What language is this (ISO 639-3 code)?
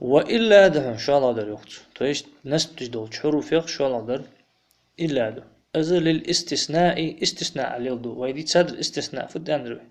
inh